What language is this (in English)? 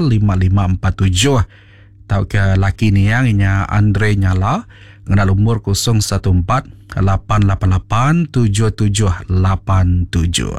Iban